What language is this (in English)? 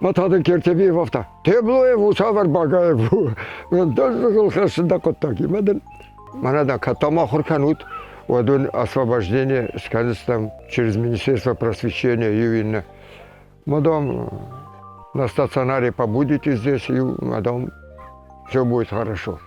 Ossetic